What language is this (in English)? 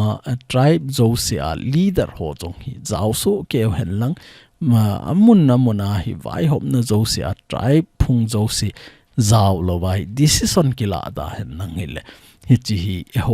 Thado Chin